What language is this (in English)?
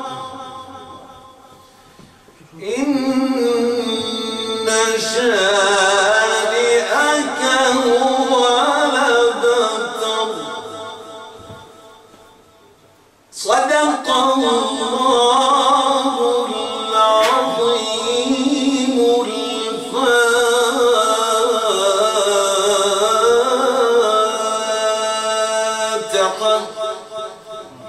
Arabic